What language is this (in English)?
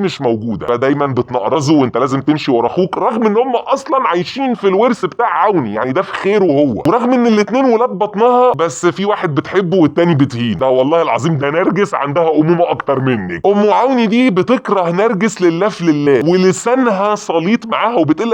Egyptian Arabic